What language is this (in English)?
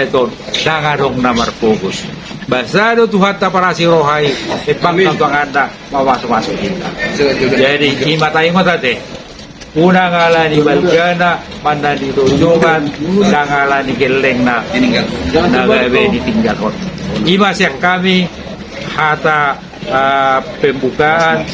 Batak Toba